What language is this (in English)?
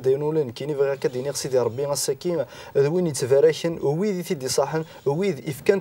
Kabyle